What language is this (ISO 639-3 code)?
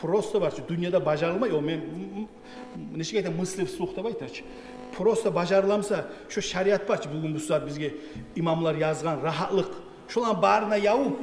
kum